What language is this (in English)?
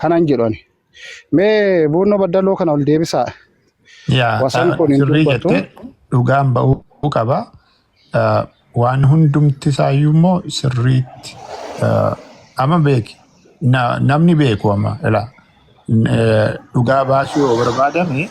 Oromo